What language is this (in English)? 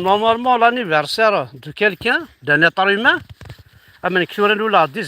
Kabyle